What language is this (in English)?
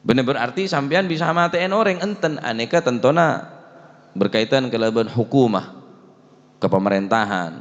Madurese